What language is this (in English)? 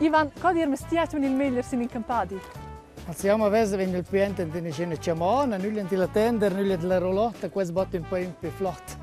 Romansh